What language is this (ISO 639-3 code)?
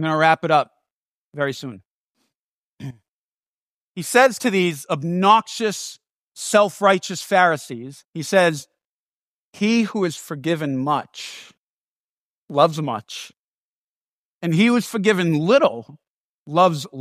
eng